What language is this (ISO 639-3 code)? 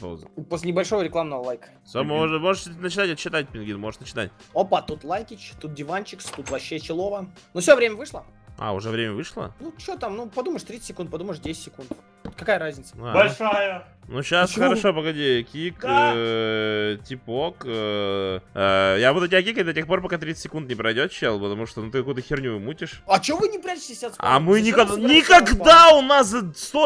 rus